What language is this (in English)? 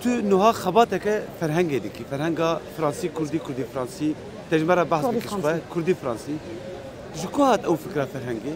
Kurdish